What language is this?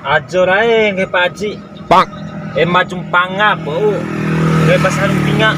Bima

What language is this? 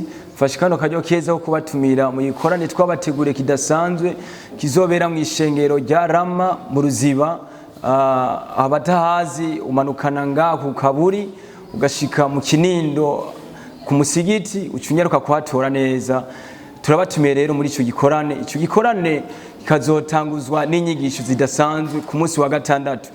Rundi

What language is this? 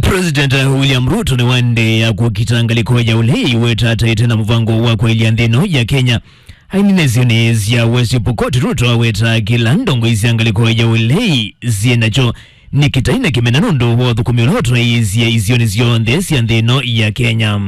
Kamba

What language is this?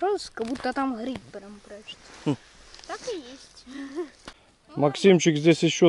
Russian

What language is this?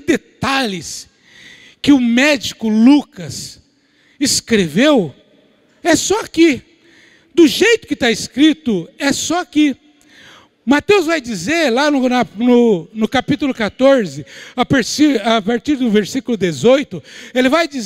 Portuguese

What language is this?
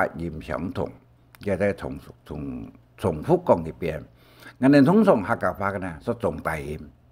Hakka Chinese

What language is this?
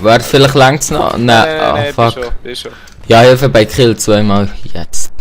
Swiss German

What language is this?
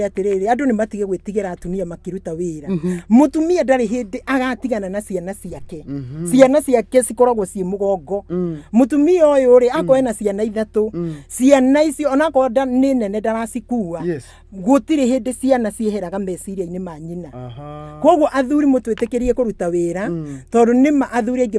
Kikuyu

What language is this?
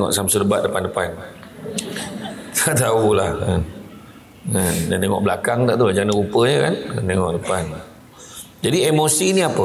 Malay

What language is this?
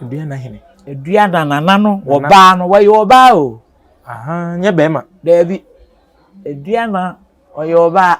Akan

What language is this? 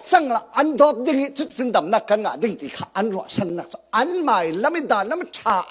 Falam Chin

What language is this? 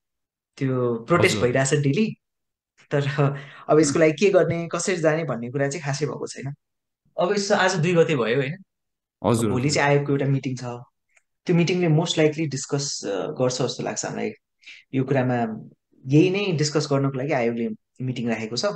Nepali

